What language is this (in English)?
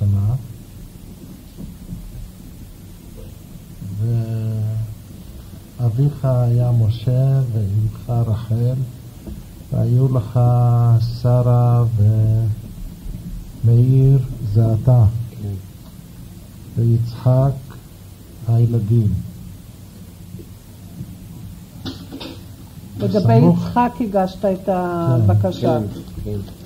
Hebrew